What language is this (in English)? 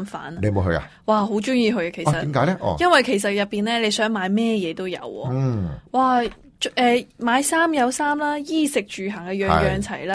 Cantonese